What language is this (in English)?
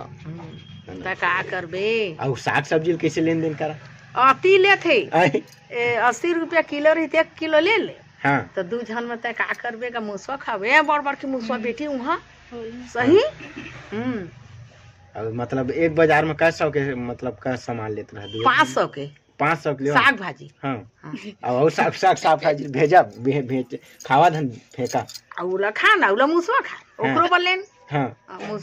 Chhattisgarhi